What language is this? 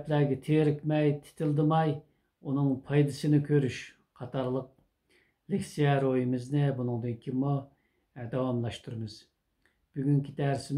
Uyghur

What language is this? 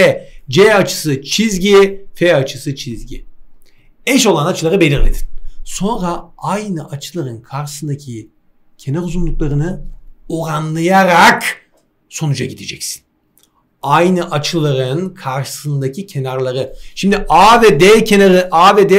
Turkish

